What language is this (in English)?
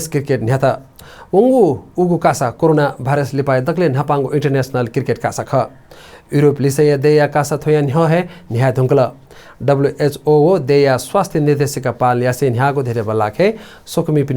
Newari